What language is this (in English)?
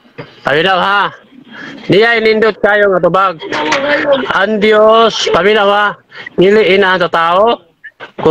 Cebuano